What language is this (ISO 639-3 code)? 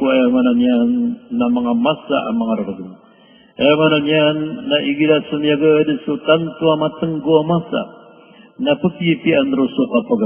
mrw